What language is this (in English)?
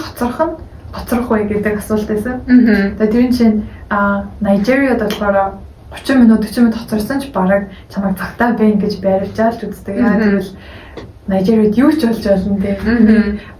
Mongolian